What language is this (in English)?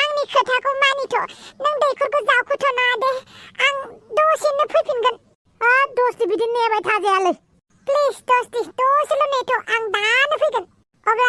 Bodo